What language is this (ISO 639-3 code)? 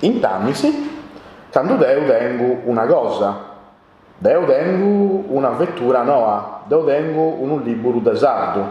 srd